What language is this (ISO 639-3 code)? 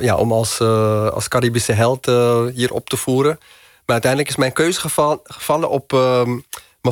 nld